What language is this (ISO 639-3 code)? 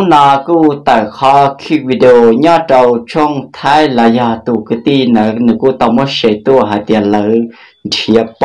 hmn